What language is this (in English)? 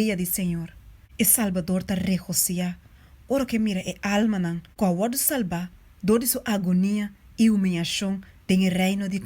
Papiamento